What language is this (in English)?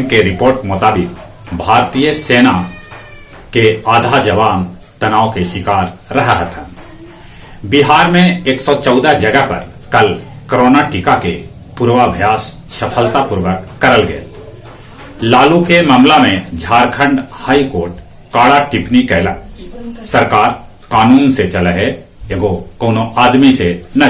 Magahi